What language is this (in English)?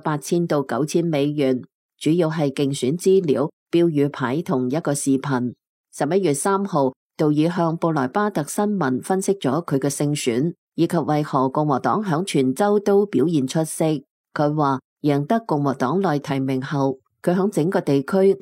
Cantonese